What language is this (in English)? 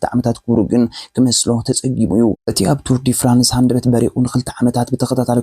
Tigrinya